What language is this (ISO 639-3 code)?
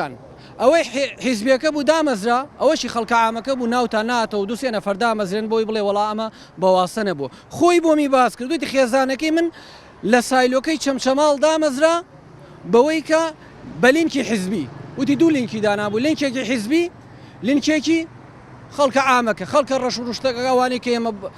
ckb